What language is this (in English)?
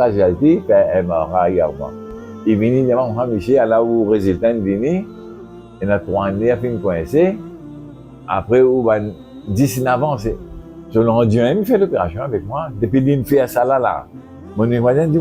Morisyen